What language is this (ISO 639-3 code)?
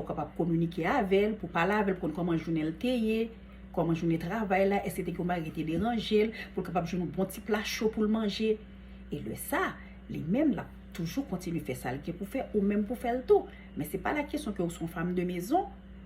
hat